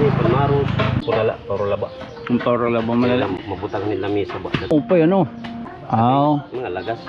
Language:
Waray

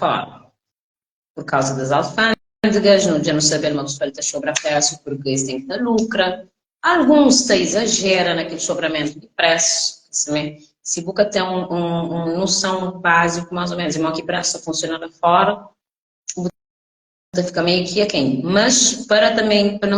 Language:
Kabuverdianu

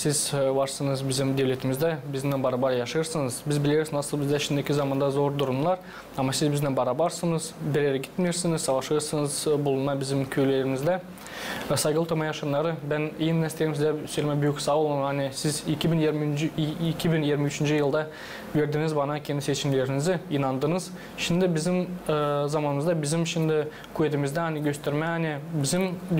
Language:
Gagauz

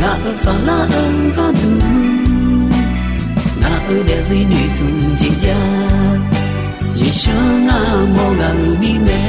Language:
Akha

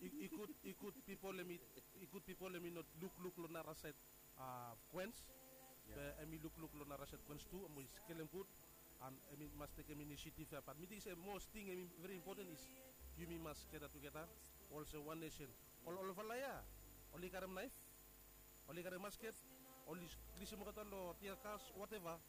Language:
Bislama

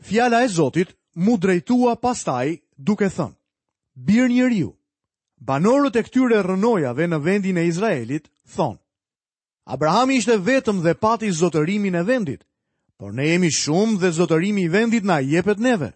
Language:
Albanian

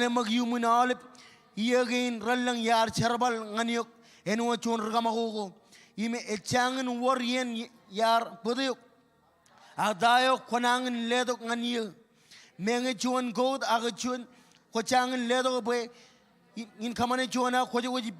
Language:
Marshallese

